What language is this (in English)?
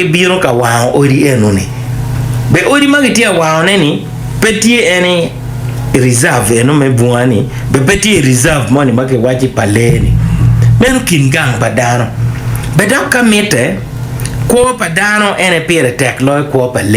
Acoli